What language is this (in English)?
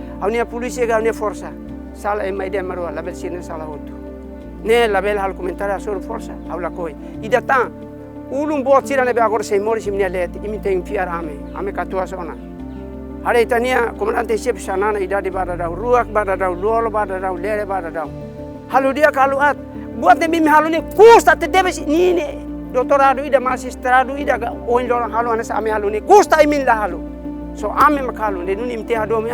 Tetum